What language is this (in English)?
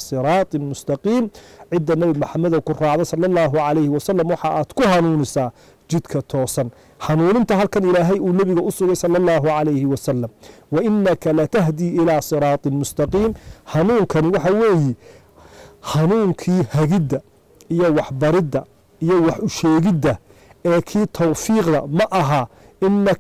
Somali